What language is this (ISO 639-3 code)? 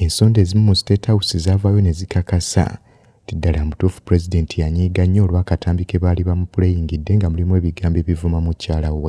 lug